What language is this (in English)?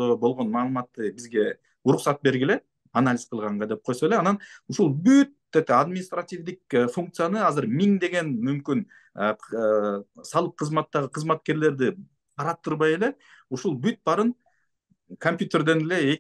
Kyrgyz